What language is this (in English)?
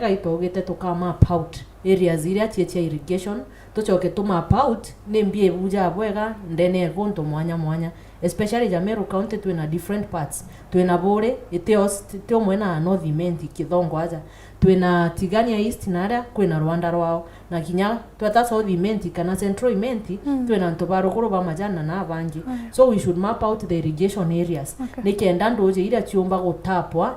Meru